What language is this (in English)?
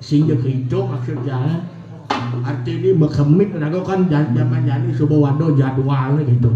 Balinese